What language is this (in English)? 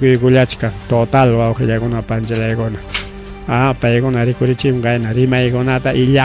Ayacucho Quechua